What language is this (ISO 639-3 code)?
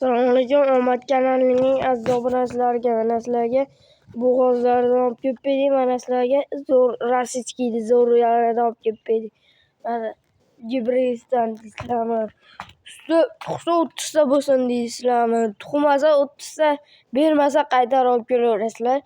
uzb